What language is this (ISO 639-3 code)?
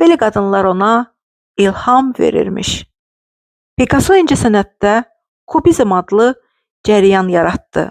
aze